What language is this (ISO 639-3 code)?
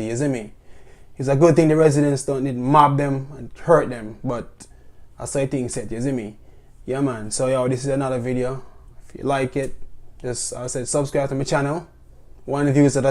jam